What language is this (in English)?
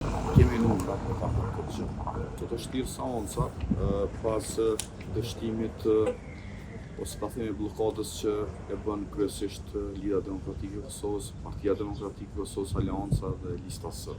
Albanian